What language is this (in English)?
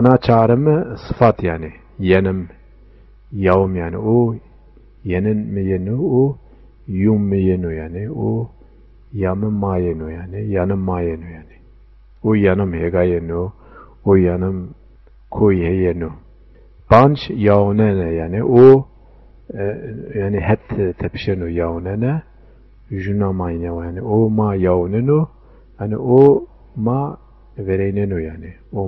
Zaza